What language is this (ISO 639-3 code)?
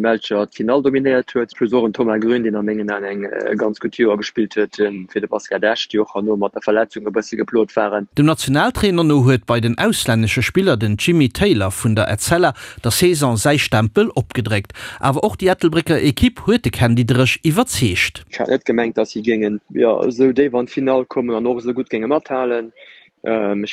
ltz